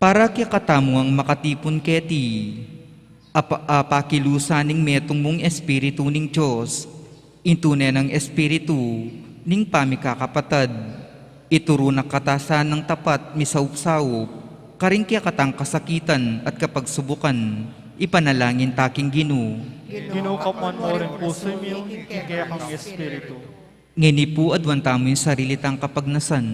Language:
Pampanga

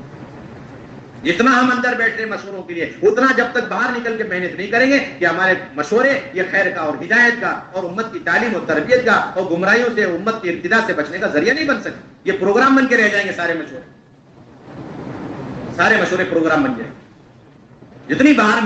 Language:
Urdu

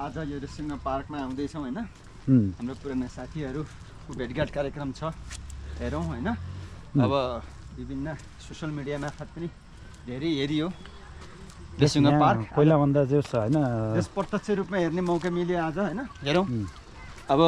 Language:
Nepali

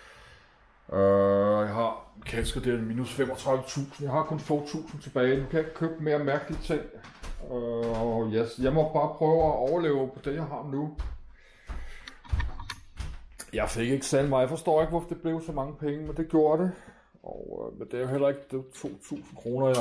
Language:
Danish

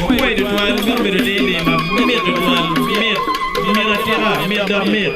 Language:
Acoli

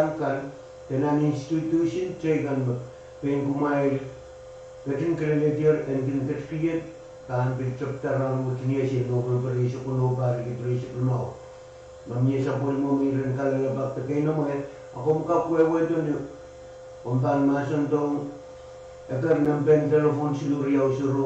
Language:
Pohnpeian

